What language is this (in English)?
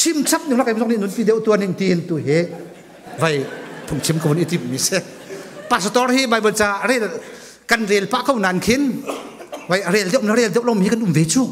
Hakha Chin